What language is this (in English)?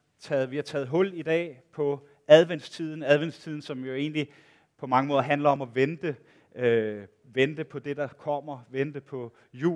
Danish